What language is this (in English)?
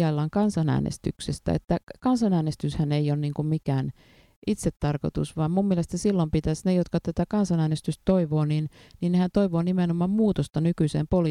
Finnish